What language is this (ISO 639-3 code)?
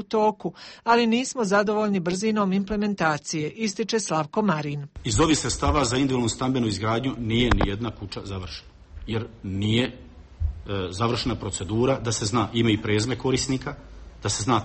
hrv